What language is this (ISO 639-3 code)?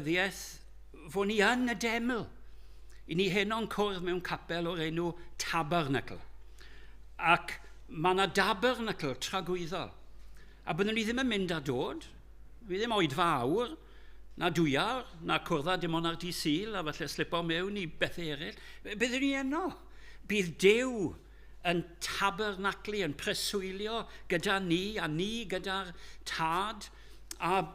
cym